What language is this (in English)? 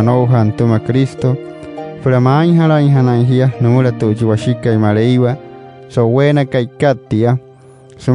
Wayuu